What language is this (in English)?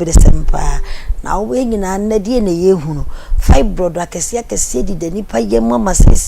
Akan